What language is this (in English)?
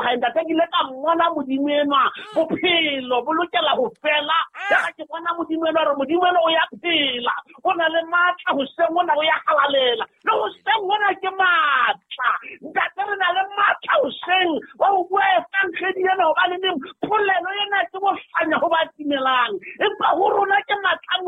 Southern Sotho